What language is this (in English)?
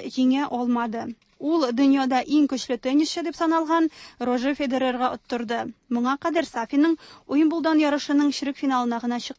Tatar